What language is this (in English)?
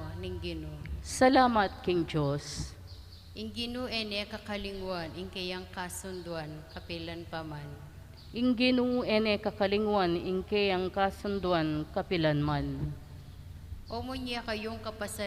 Pampanga